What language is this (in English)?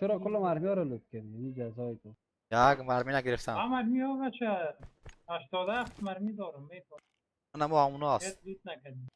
Persian